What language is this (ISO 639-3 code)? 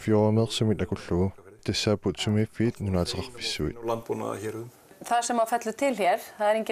kal